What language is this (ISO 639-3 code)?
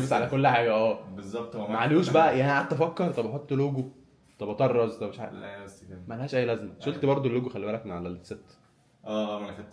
arz